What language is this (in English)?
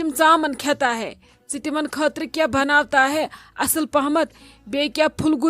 Kashmiri